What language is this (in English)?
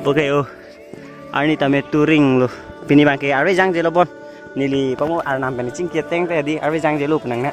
Karbi